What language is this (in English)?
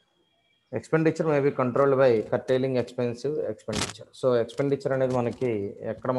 Telugu